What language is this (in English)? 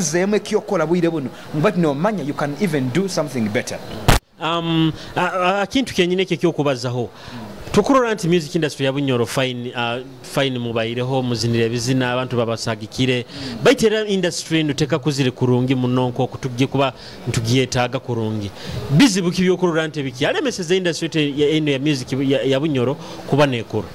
Nyoro